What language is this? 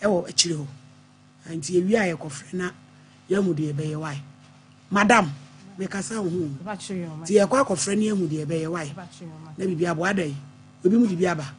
Akan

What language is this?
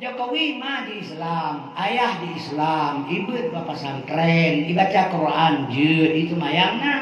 Achinese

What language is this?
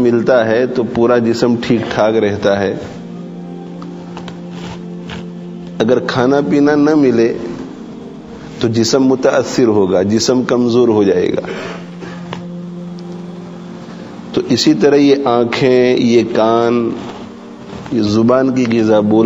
Urdu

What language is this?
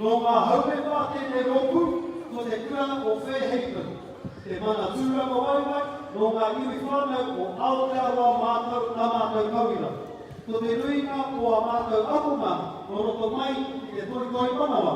Māori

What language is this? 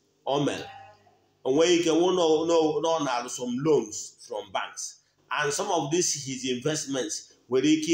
Igbo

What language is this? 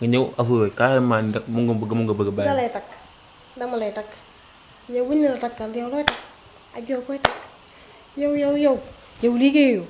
Wolof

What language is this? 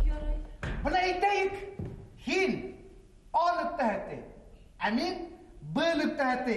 Bashkir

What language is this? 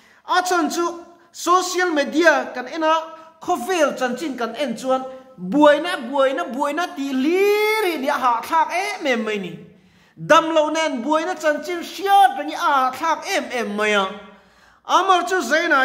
Mizo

